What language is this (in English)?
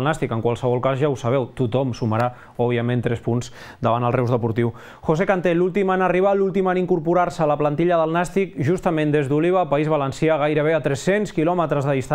Catalan